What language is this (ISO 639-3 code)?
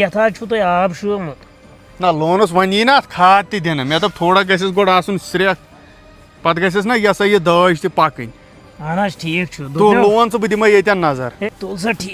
kas